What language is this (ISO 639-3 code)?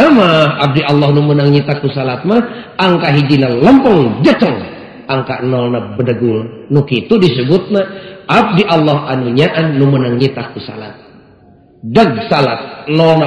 sun